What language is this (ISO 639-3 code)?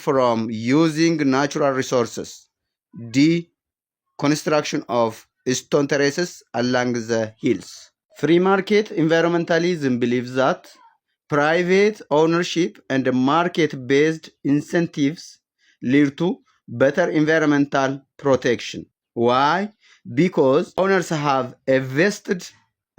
eng